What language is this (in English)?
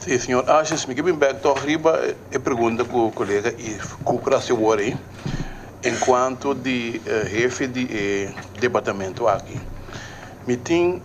Papiamento